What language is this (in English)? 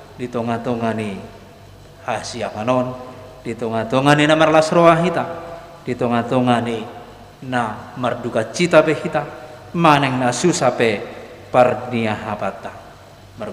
Batak Toba